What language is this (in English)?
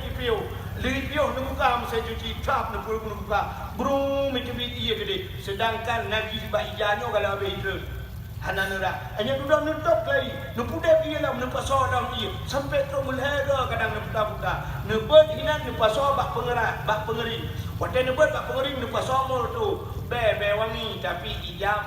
Achinese